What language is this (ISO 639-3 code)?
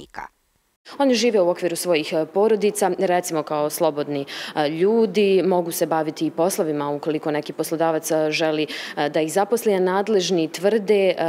srp